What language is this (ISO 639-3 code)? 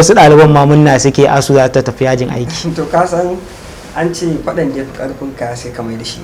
hau